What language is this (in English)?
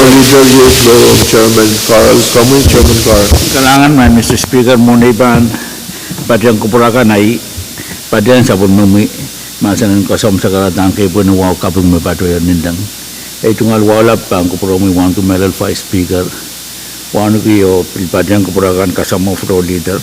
Pohnpeian